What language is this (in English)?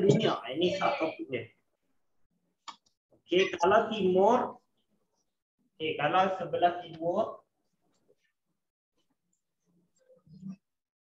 Malay